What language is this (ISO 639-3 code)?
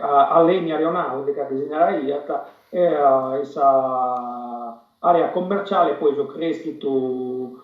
srd